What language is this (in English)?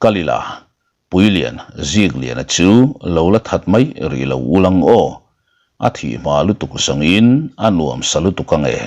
Mizo